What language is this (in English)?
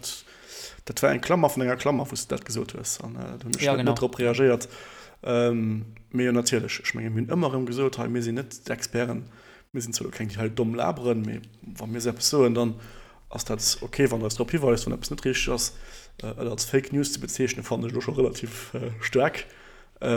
Luxembourgish